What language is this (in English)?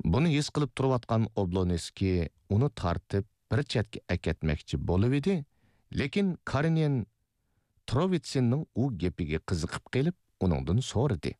Uyghur